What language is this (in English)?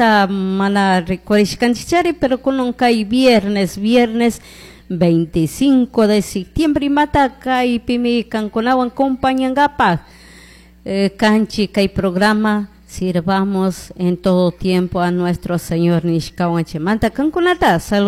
Chimborazo Highland Quichua